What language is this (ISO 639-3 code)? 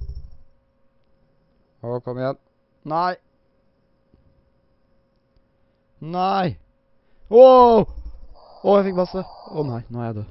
nor